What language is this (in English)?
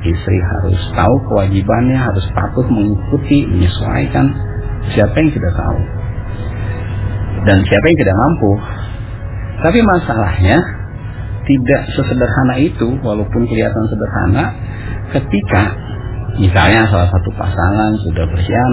Indonesian